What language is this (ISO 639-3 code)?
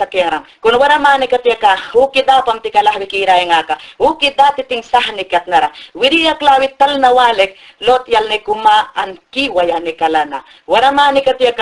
yan